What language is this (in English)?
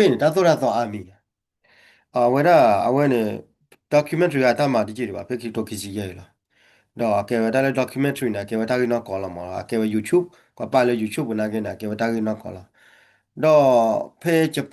S'gaw Karen